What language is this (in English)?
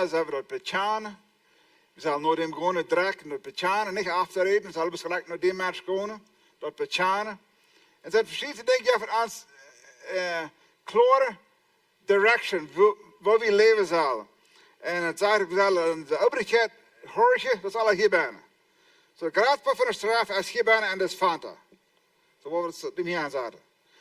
Plautdietsch